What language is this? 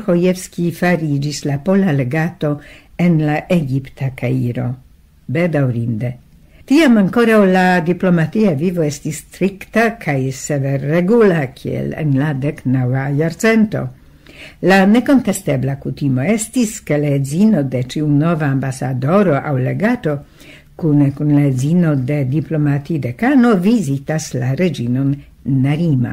Esperanto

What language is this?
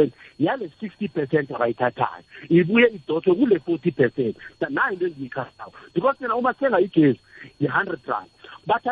South Ndebele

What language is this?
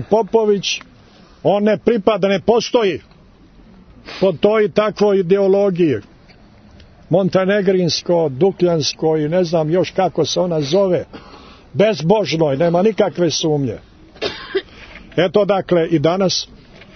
Serbian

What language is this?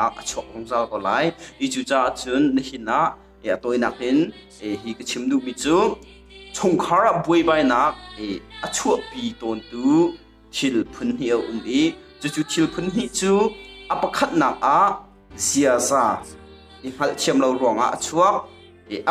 Hakha Chin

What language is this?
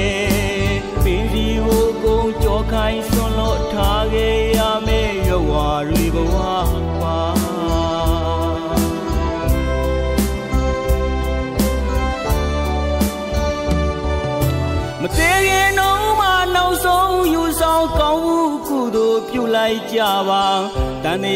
Burmese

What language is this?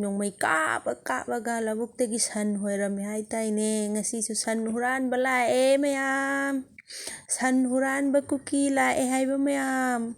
Manipuri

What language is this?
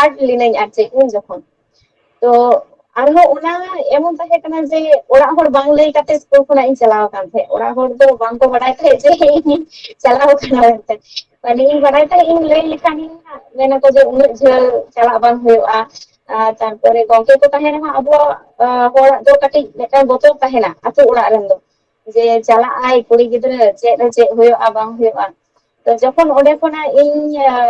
Santali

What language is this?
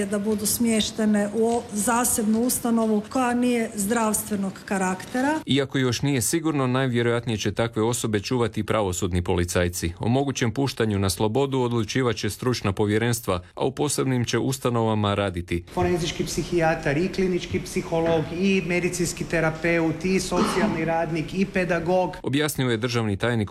Croatian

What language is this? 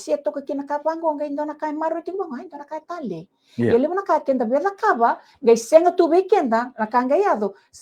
Fijian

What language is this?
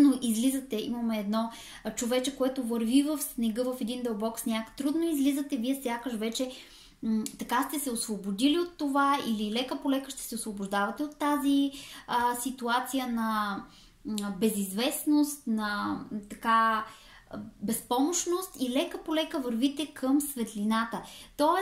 Bulgarian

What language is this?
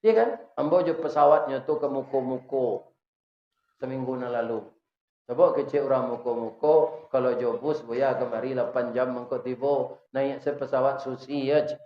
Minangkabau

